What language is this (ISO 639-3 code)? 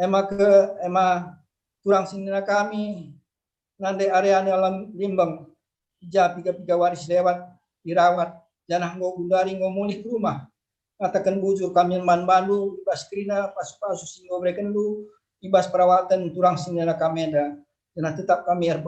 btx